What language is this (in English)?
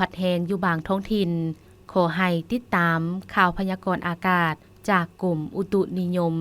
Lao